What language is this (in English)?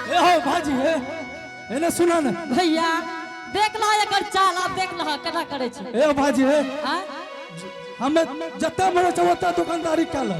Angika